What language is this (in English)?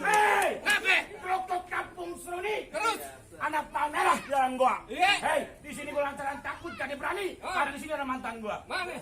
Betawi